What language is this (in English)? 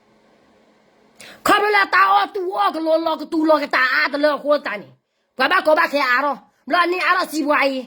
S'gaw Karen